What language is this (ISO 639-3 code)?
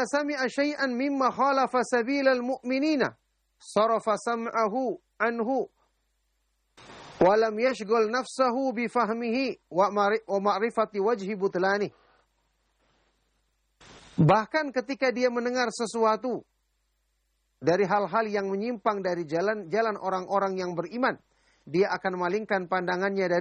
ind